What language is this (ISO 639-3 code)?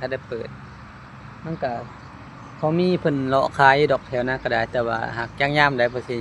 lao